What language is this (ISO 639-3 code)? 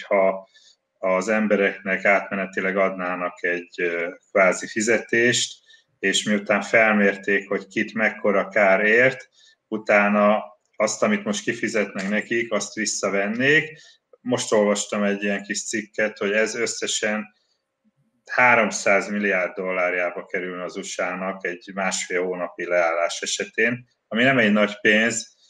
hun